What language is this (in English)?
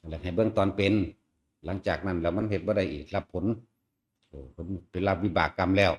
Northeastern Thai